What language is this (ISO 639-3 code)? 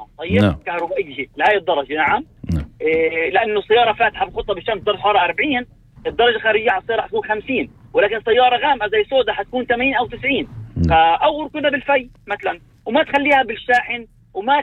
apc